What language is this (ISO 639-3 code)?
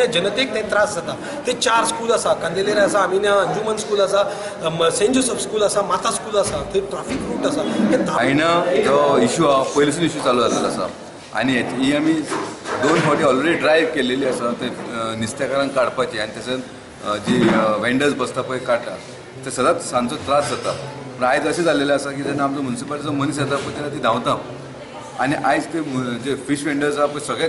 kok